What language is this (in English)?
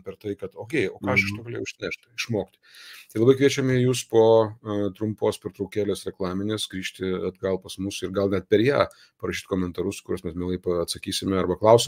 Lithuanian